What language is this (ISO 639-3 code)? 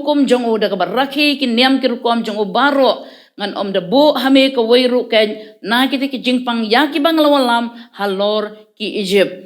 kha